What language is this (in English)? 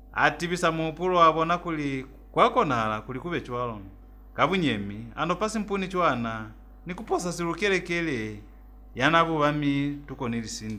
Lozi